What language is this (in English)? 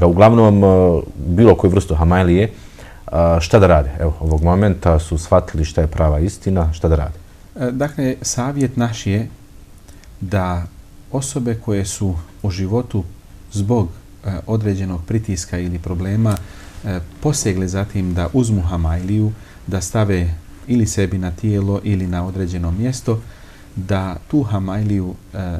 Bosnian